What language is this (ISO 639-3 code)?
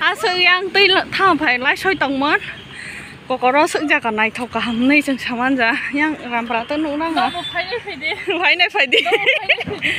trp